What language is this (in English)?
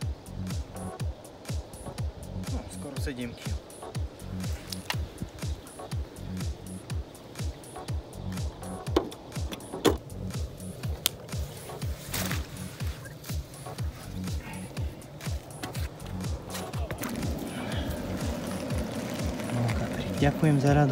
Slovak